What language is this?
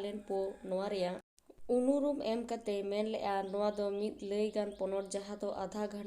Santali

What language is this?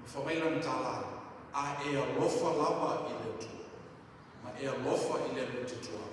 Samoan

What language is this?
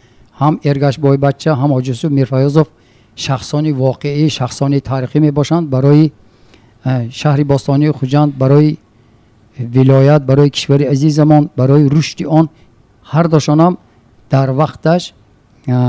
Tajik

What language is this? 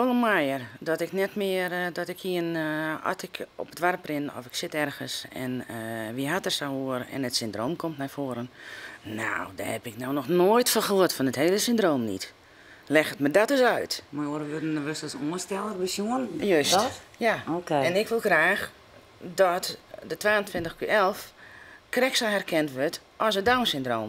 Western Frisian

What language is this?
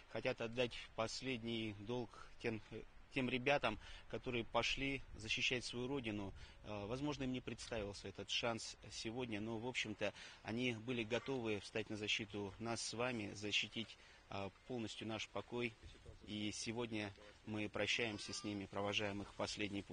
Russian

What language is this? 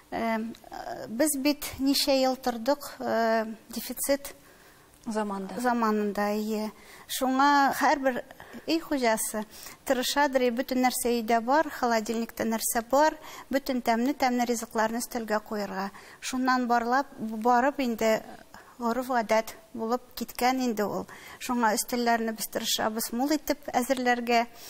Tatar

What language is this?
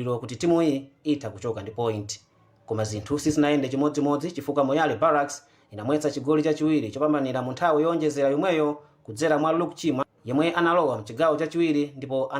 Nyanja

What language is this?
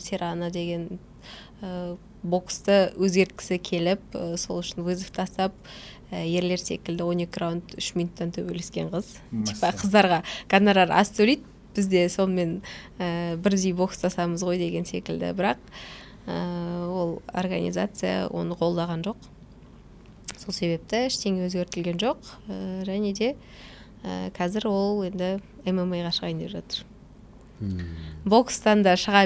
Kazakh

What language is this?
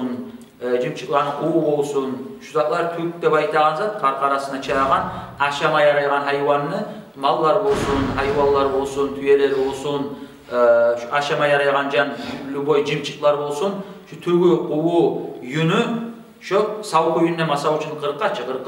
Kumyk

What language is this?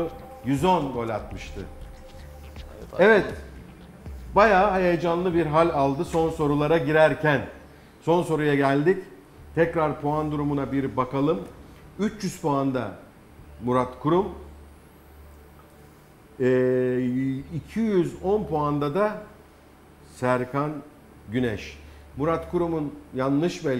Turkish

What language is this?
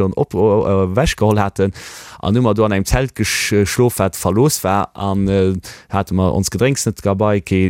Luxembourgish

